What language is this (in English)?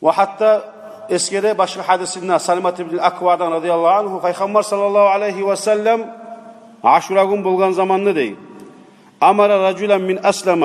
Kumyk